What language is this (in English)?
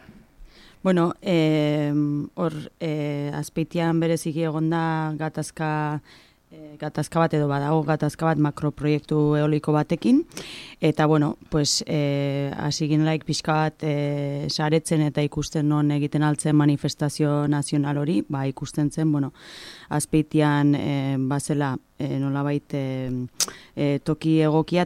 Basque